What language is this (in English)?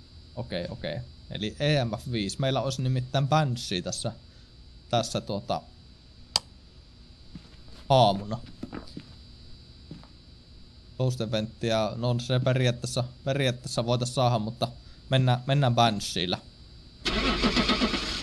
Finnish